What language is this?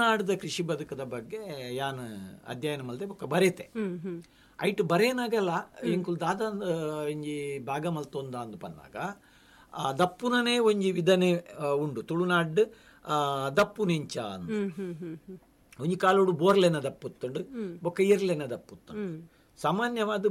Tulu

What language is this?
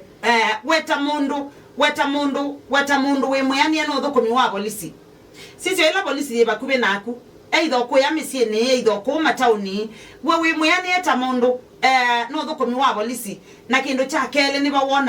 Kamba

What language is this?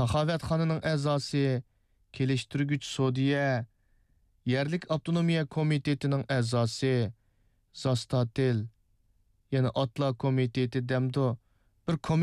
Uyghur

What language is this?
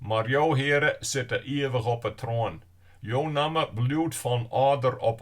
Western Frisian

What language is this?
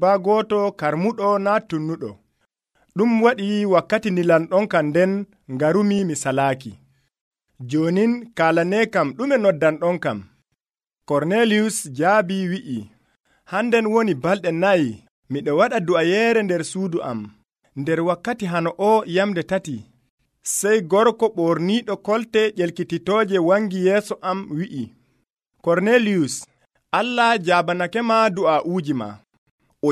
Nigerian Fulfulde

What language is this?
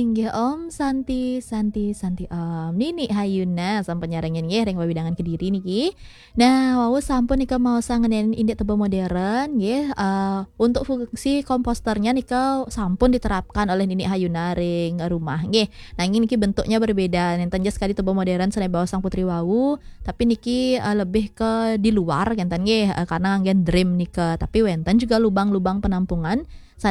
Balinese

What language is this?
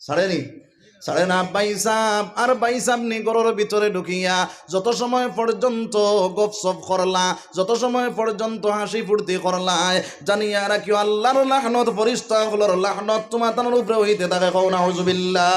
Sylheti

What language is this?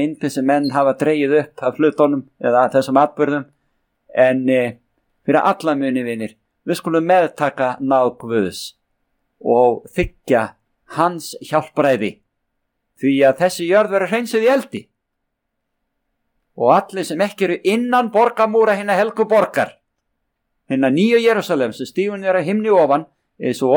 Icelandic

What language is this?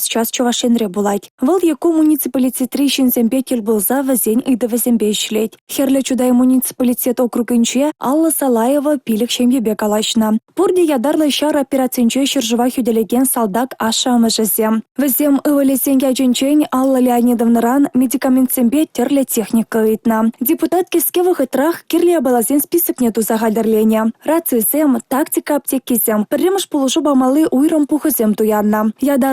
Chuvash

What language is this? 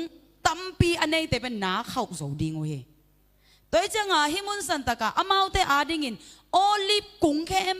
Tedim Chin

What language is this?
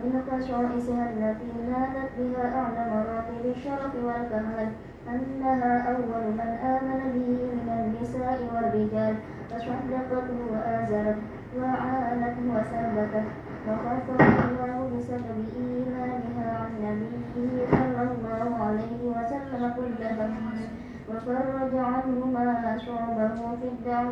Arabic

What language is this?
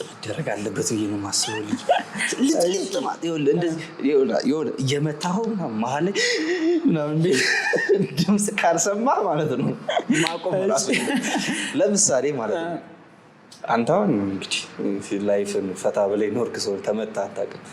Amharic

